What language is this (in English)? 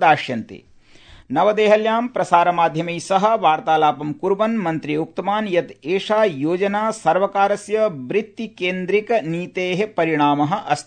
Sanskrit